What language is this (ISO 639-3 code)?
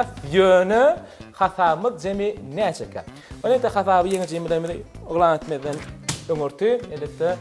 tuk